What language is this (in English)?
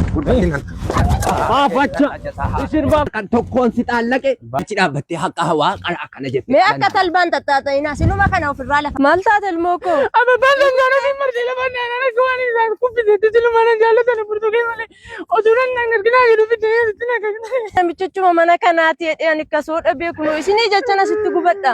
Oromo